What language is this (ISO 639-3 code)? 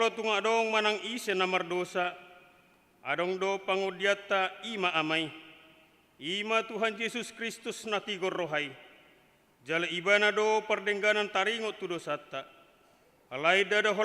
bbc